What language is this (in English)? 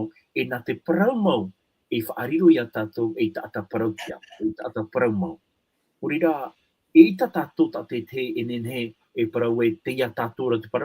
Tahitian